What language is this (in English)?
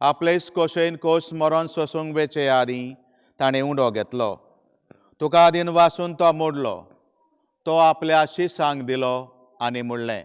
Konkani